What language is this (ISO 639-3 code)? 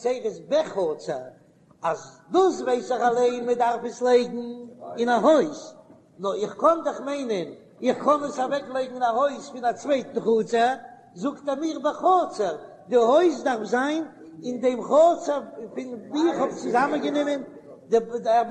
yid